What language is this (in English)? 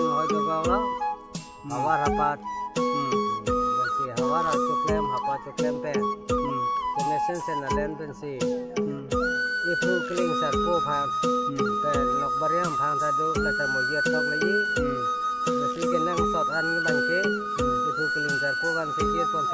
Karbi